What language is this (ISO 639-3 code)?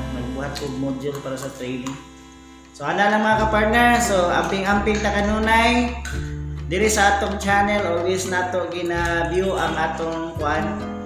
ceb